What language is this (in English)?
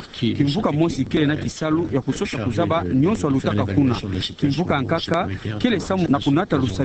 Kituba (Democratic Republic of Congo)